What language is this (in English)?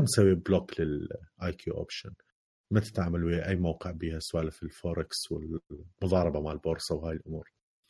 Mesopotamian Arabic